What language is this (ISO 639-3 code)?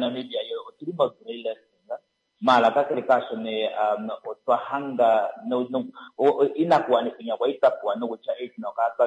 kua